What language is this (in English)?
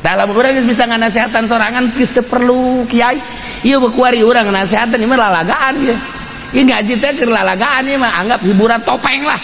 Sundanese